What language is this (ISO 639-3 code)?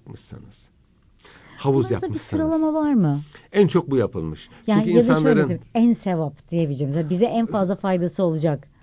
tur